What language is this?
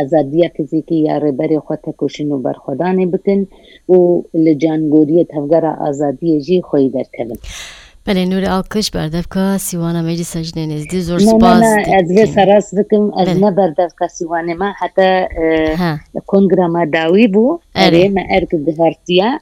Kurdish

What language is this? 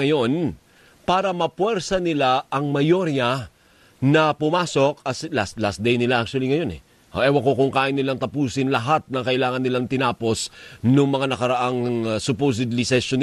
Filipino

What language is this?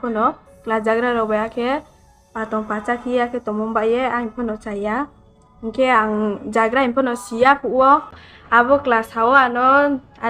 Riang (India)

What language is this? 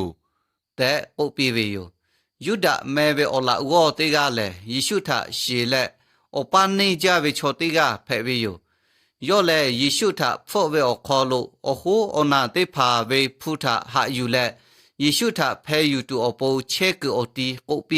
Lahu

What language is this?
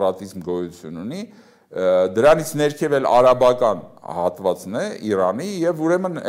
Armenian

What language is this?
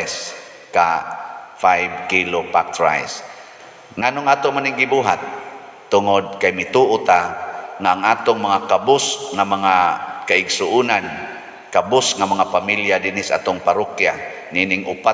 Cebuano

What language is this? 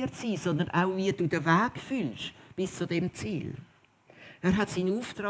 Swiss German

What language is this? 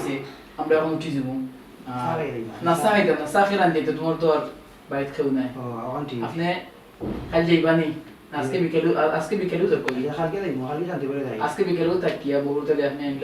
Sylheti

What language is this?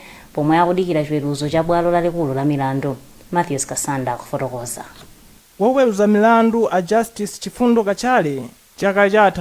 Nyanja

